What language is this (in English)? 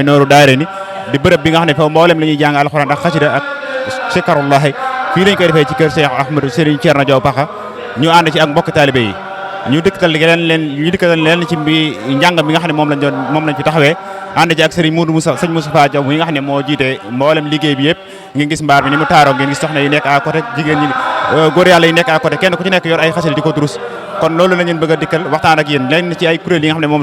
Wolof